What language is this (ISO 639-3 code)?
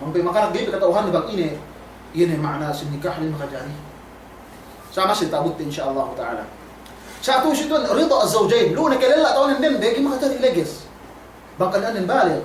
yka